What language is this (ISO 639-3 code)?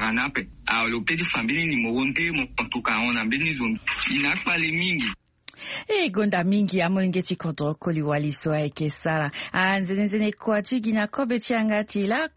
sag